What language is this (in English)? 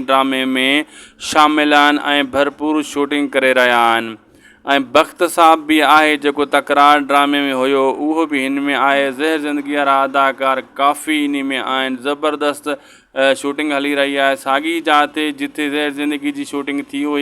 Sindhi